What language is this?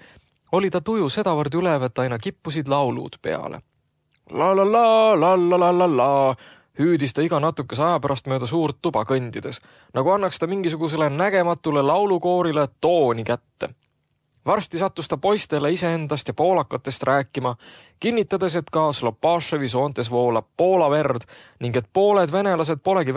Estonian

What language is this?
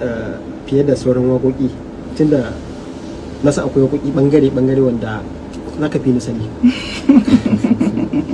Hausa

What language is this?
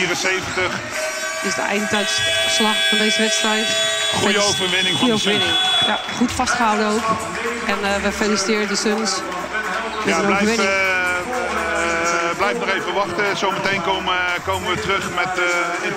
Dutch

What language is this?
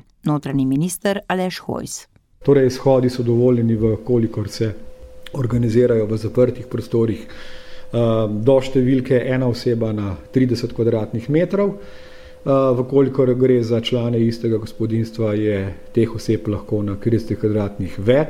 Slovenian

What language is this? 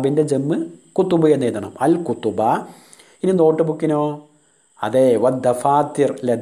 Malayalam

